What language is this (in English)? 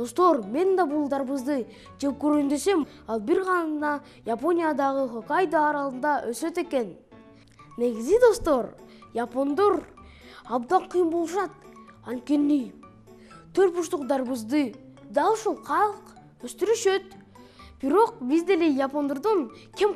Kyrgyz